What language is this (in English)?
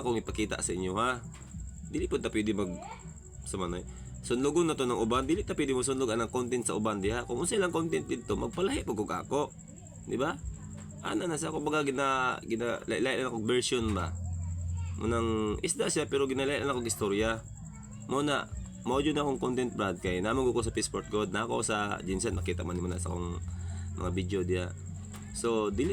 Cebuano